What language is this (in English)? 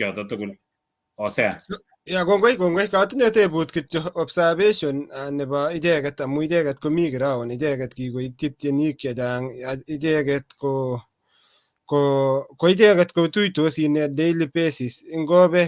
Kalenjin